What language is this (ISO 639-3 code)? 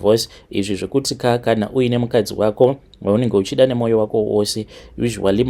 sna